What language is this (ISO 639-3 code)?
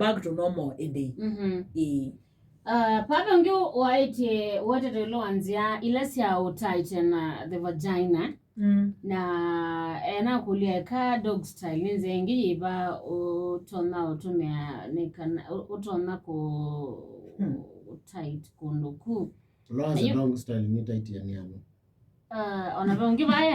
kam